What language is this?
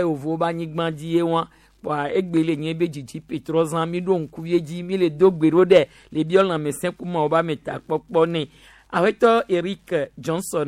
Gen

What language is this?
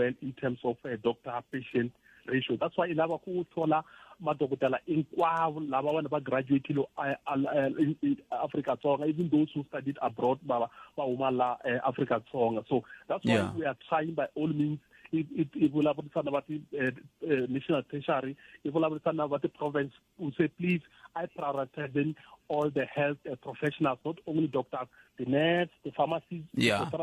Tsonga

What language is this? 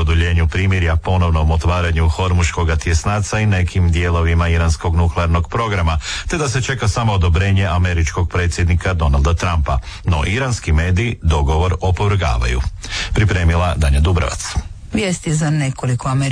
Croatian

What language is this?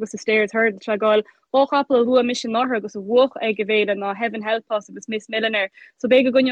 Irish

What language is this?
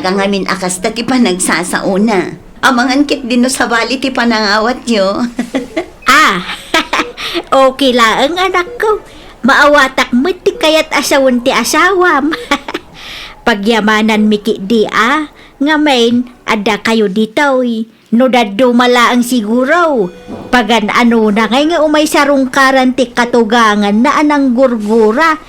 Iloko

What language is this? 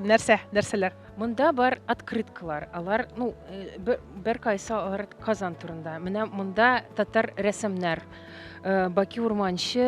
Tatar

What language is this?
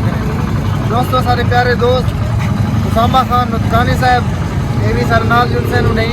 Saraiki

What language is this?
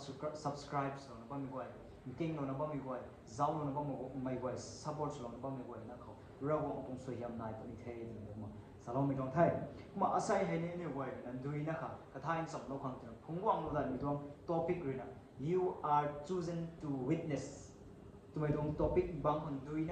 Rongmei Naga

